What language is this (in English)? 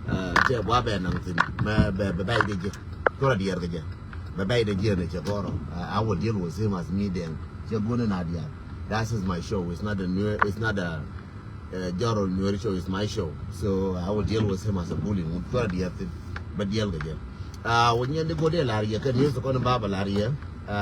Nuer